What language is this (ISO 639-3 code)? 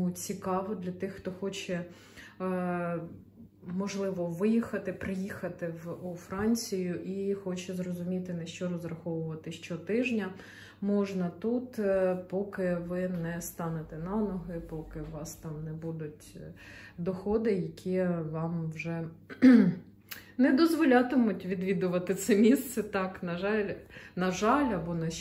ukr